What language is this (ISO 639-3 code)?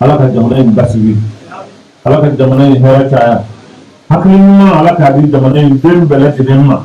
bam